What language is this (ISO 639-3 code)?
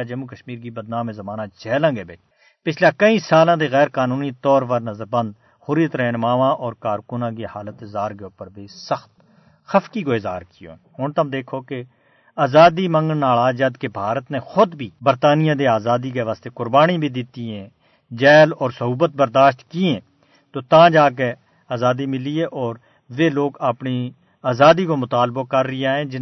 gju